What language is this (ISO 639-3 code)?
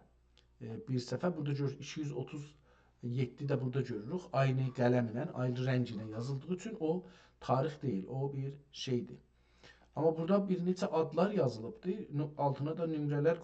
azb